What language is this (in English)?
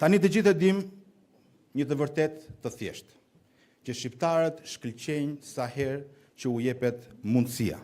Albanian